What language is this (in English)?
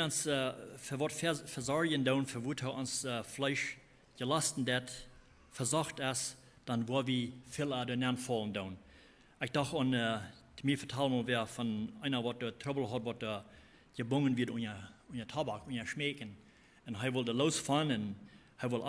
Plautdietsch